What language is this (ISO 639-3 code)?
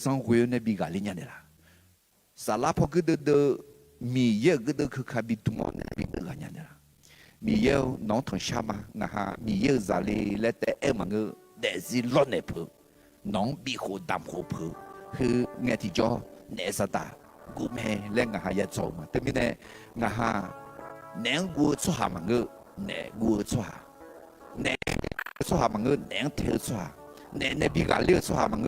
ahk